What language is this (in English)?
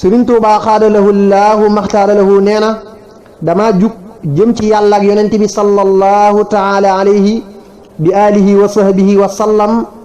Wolof